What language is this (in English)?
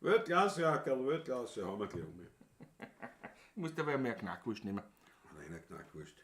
Bavarian